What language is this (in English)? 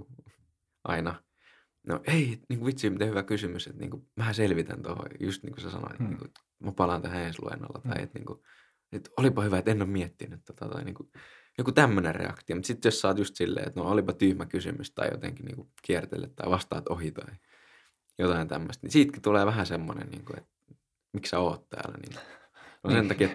Finnish